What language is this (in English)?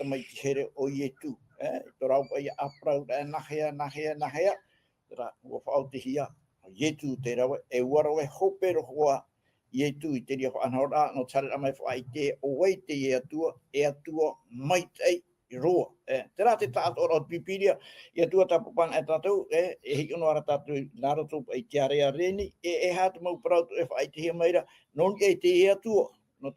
Tahitian